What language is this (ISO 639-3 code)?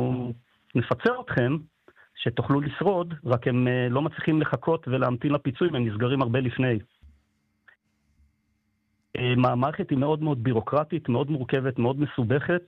heb